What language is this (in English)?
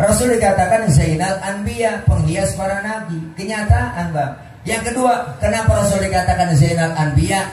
Betawi